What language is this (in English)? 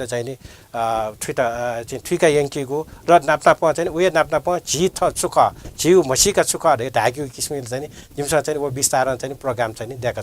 Newari